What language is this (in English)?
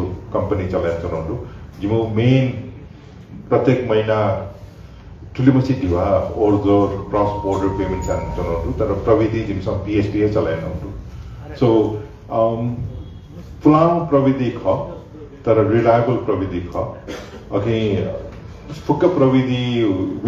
Newari